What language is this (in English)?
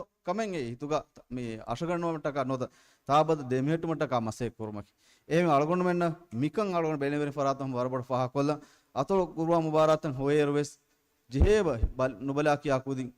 Divehi